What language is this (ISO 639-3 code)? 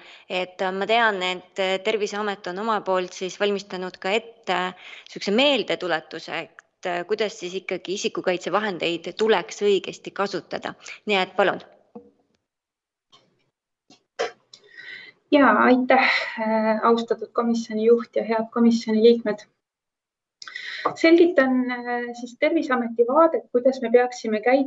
est